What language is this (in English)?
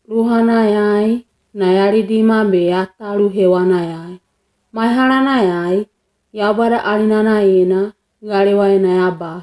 Wagawaga